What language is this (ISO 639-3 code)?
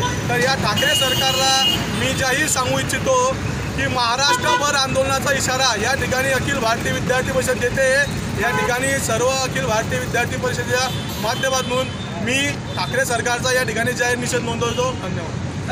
mar